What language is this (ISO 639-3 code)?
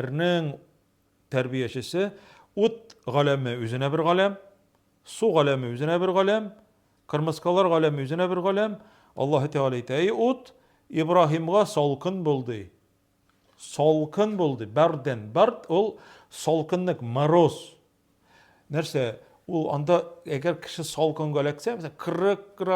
tat